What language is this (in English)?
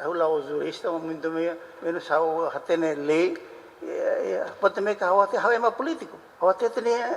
Tetum